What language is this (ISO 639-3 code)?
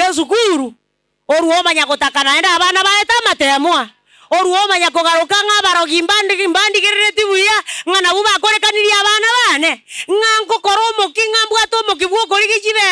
guz